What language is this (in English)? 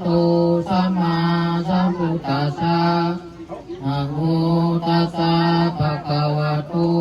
Pali